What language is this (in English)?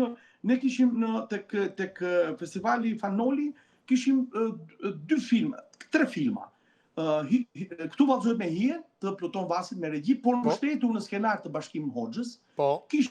Albanian